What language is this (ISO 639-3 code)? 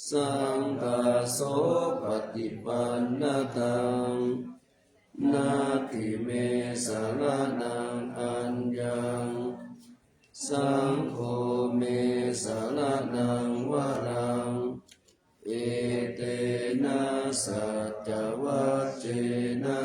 pli